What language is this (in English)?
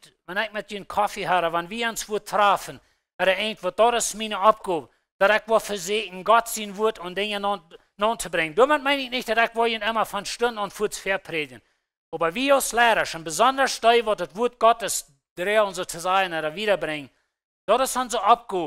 Plautdietsch